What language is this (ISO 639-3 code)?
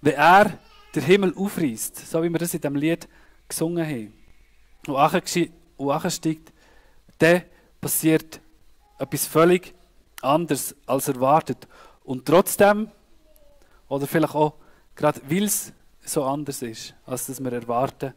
gsw